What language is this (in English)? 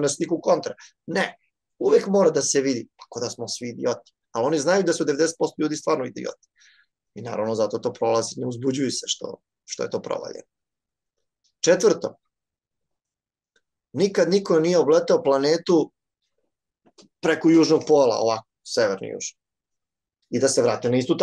Serbian